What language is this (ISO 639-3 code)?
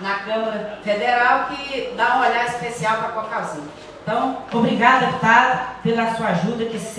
por